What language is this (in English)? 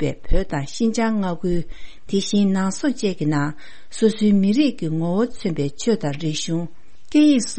Tibetan